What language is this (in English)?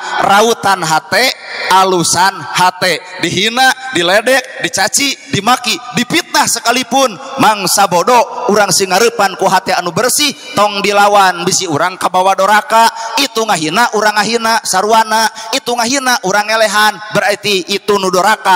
Sundanese